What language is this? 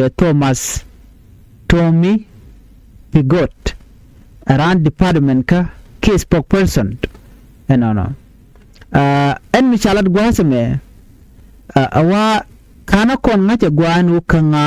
Nuer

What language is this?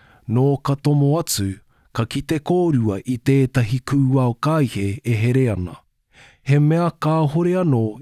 Māori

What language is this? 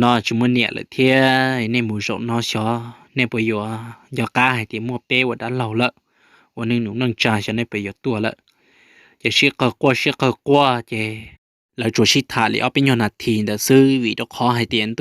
Hmong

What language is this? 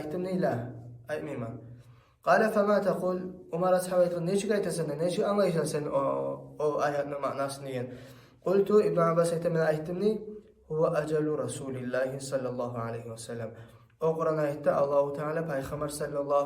Kumyk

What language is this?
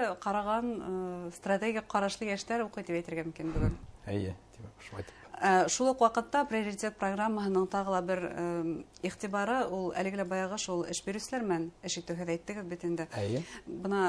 Bashkir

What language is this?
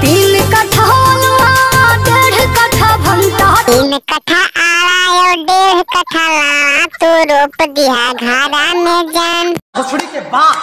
Magahi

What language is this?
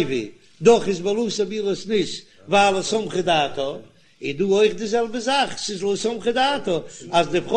Yiddish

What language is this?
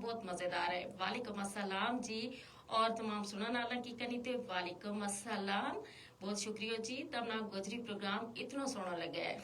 Gujari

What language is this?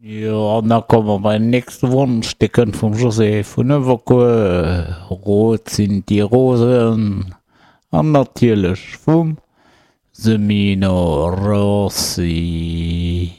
Luxembourgish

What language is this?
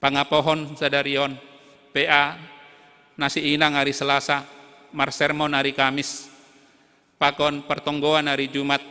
Batak Simalungun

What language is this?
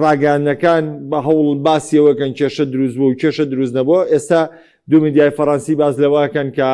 Central Kurdish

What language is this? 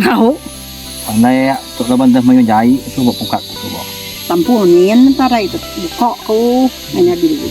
Iban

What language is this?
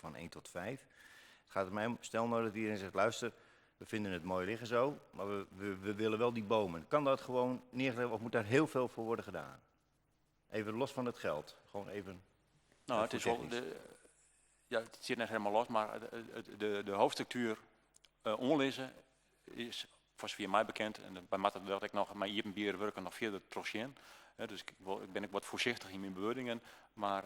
Western Frisian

